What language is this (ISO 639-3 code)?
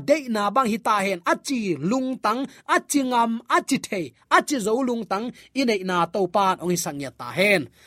ctd